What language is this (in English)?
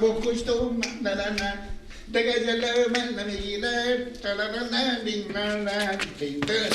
Persian